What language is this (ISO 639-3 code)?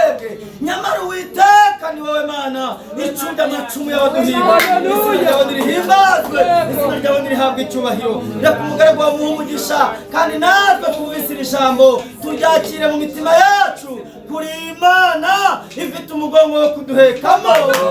kin